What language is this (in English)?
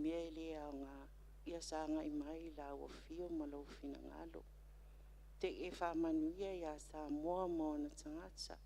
Samoan